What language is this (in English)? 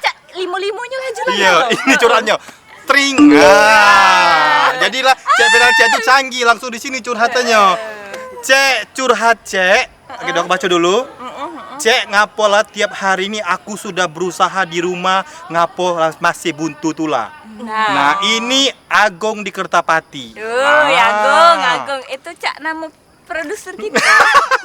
Musi